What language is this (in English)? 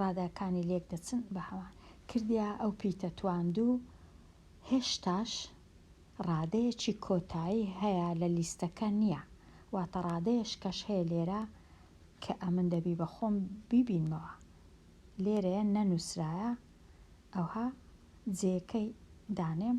Central Kurdish